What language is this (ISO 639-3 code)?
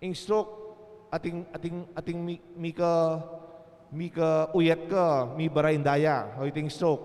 pam